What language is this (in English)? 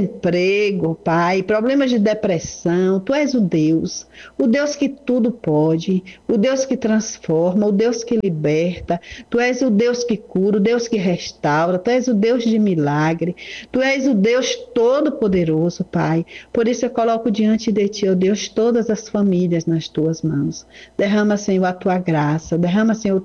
Portuguese